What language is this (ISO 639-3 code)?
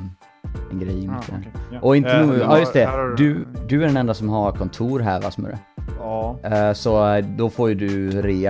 swe